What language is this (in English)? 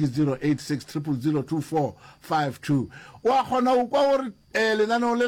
Northern Sotho